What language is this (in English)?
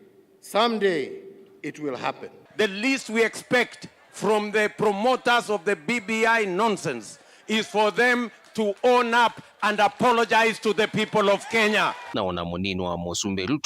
Kamba